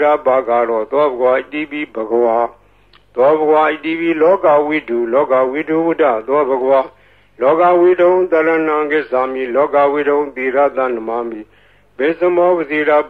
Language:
Burmese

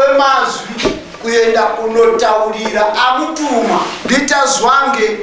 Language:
Shona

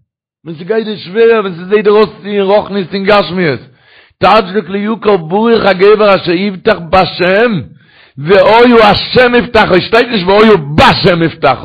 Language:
Yiddish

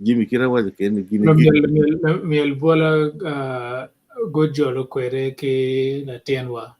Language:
Acoli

